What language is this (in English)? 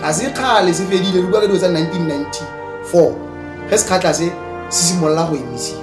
Tswana